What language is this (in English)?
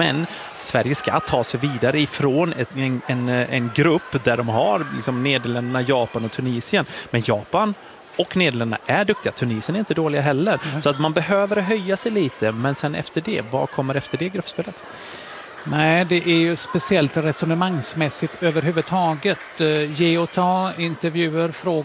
Swedish